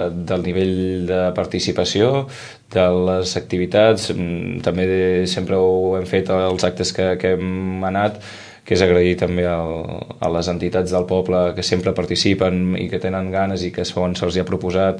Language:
Catalan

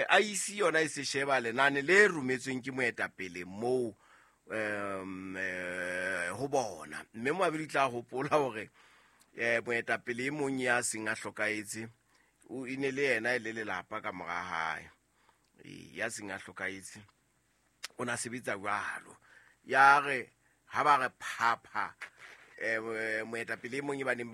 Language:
Southern Sotho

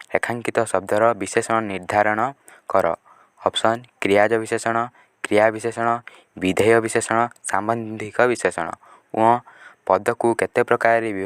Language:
Odia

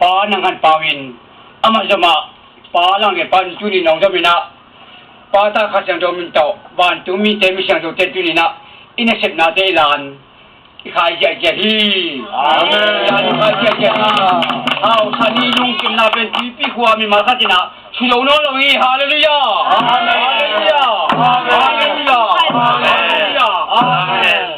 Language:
Tedim Chin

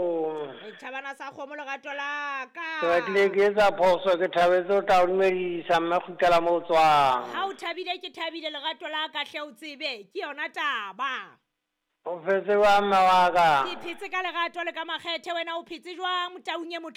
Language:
Southern Sotho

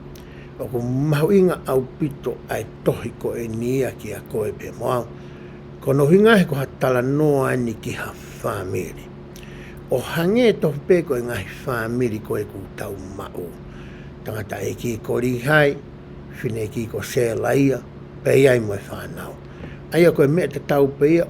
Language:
Tongan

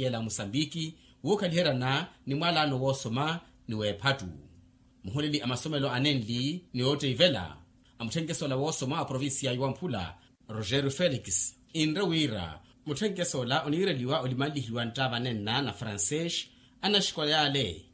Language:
Makhuwa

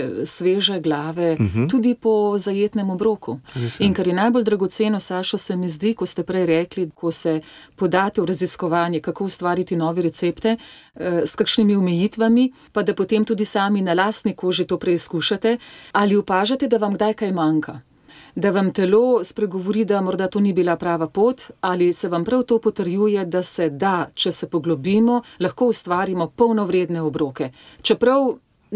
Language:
Slovenian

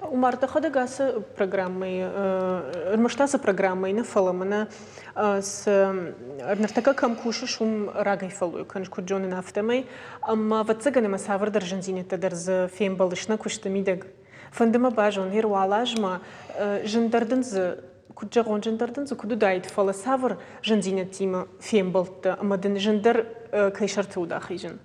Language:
Ossetic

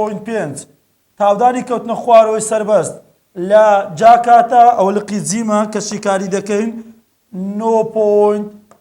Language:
Central Kurdish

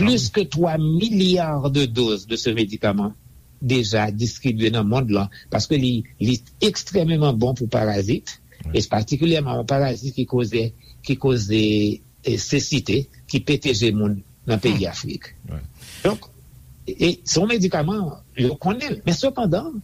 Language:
Haitian Creole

